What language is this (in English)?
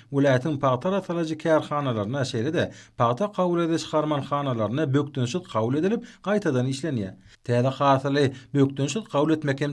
Turkmen